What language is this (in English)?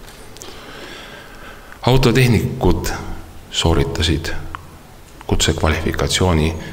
Estonian